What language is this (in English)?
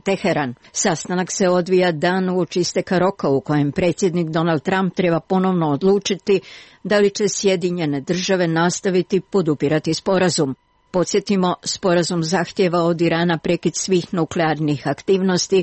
Croatian